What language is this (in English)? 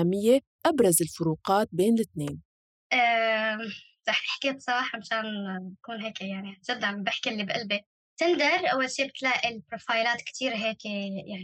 North Levantine Arabic